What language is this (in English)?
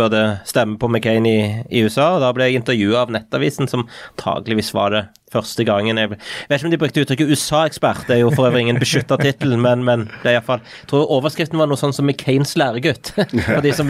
Norwegian